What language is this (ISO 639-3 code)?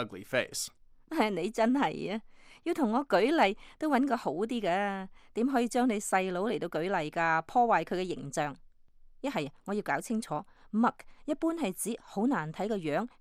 yue